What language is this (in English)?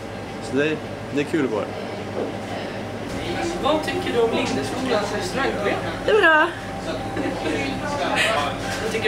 Swedish